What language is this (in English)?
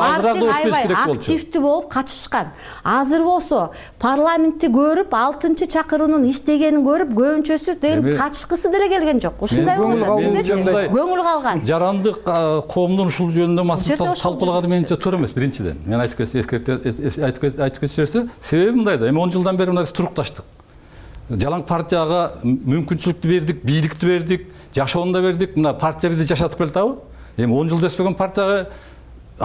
Kyrgyz